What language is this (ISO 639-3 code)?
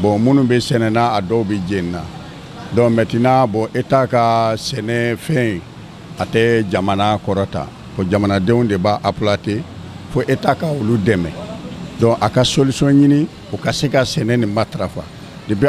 bam